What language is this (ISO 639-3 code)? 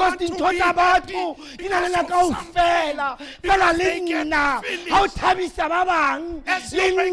sot